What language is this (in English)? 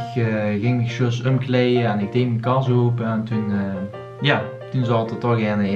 Limburgish